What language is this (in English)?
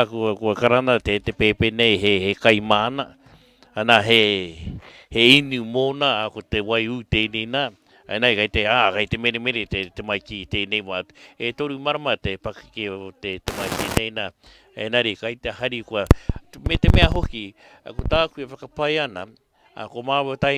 Māori